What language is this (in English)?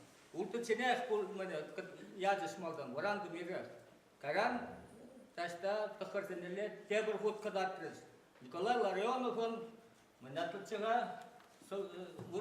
Chuvash